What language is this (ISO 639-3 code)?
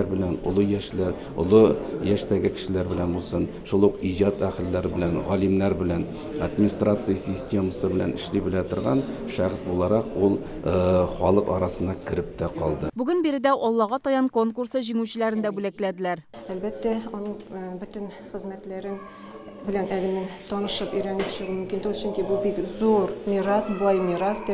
tat